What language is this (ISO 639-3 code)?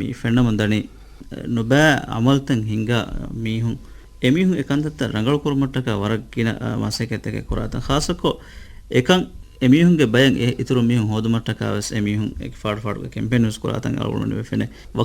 div